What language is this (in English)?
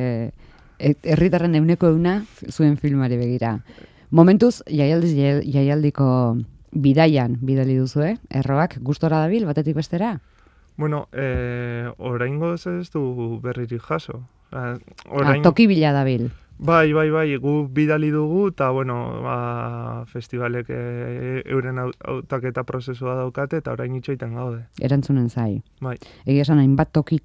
Basque